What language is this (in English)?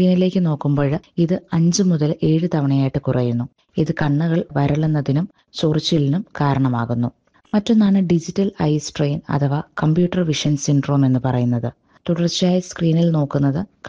Malayalam